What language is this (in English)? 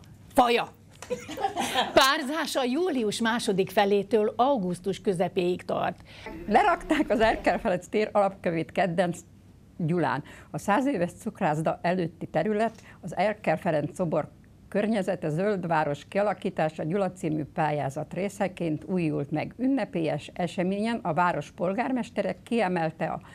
Hungarian